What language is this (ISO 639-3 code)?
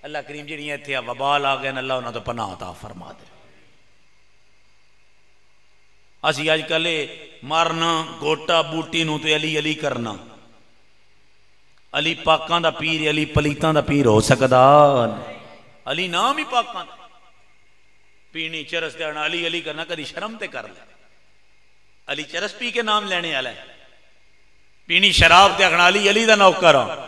lah